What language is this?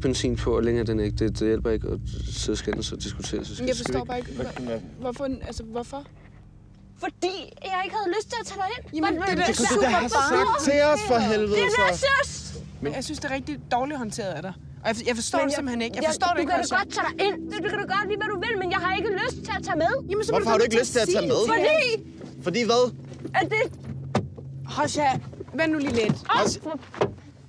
Danish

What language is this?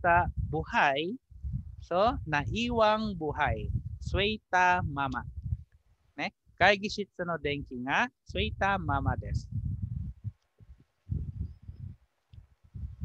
Filipino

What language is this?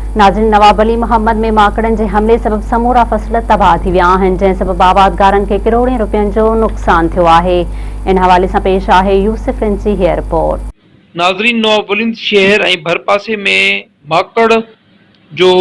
Sindhi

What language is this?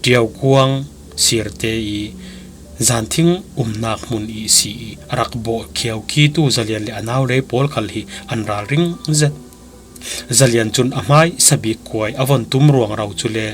Falam Chin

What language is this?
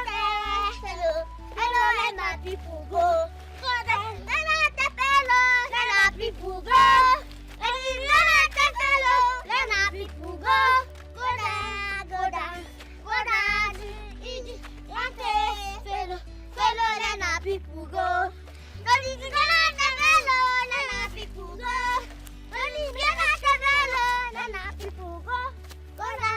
Nigerian Pidgin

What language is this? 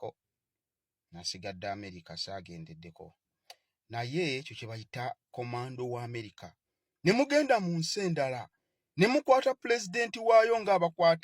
Ganda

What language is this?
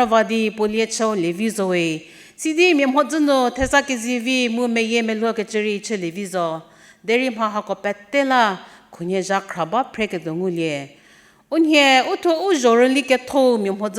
Angami Naga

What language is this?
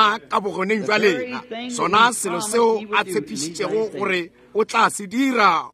Northern Sotho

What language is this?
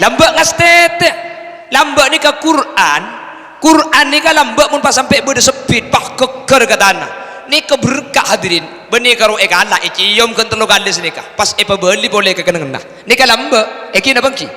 Madurese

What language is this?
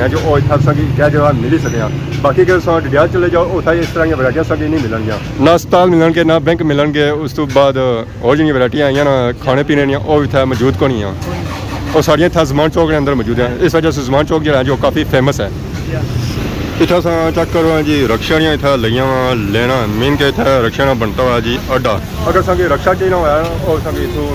Pahari-Potwari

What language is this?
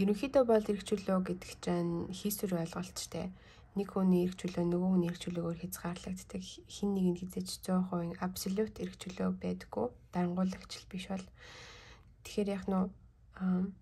Mongolian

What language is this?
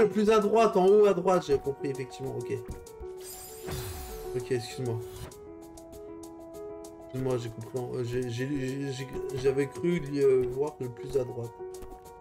French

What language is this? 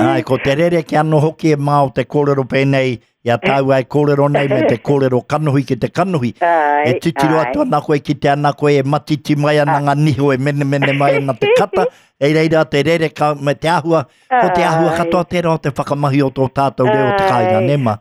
Māori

